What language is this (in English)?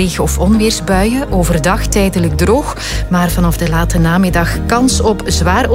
Dutch